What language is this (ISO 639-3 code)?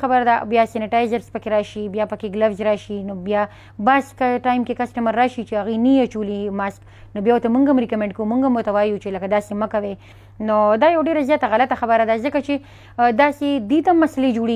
pus